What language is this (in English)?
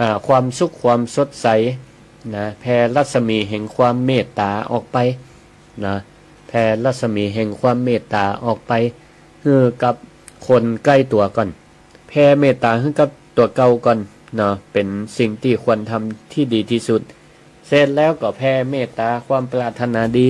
Northern Thai